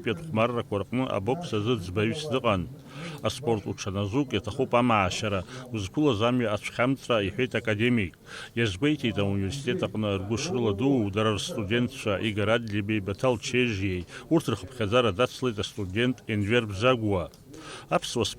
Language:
Abkhazian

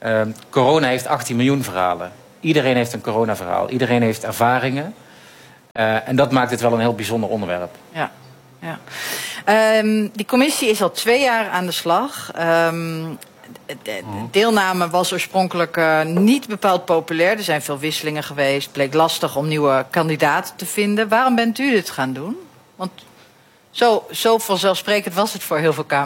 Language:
Dutch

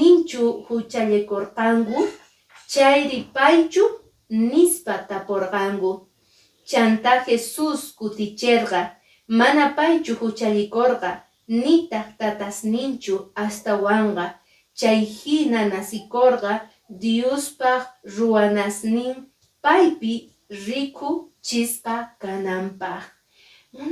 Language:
Quechua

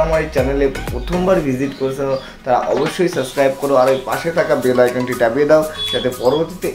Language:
Bangla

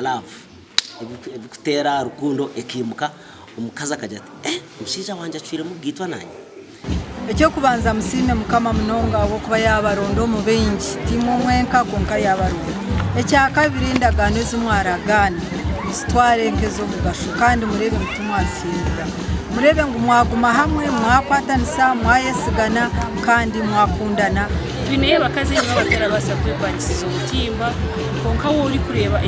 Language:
Nyankole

